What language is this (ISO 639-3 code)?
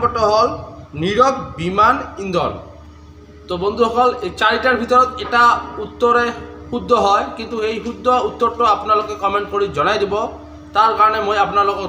asm